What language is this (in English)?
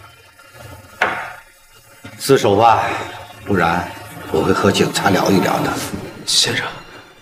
Chinese